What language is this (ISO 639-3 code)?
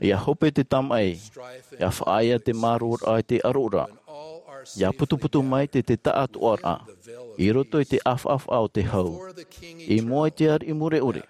tah